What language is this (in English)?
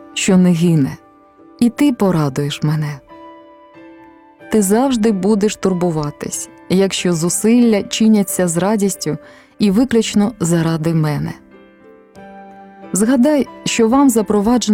Ukrainian